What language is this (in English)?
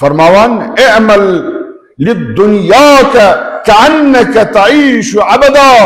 Kashmiri